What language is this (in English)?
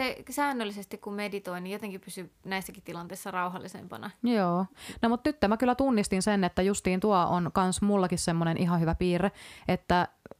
Finnish